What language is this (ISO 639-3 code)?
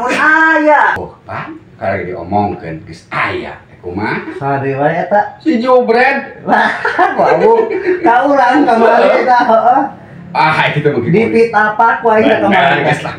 sun